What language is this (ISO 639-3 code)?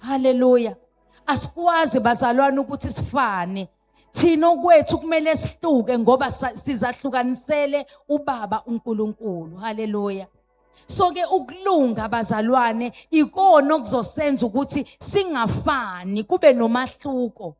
zul